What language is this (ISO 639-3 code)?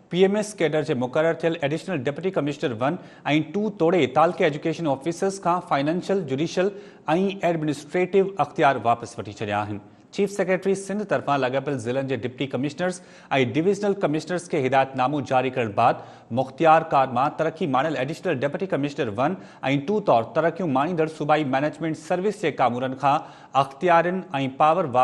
snd